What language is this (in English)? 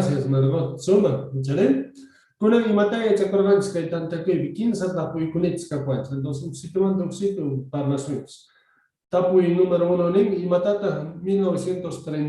Quechua